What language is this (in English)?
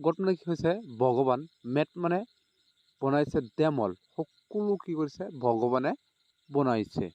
Assamese